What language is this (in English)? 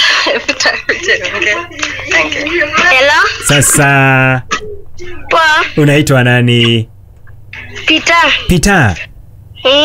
Kikuyu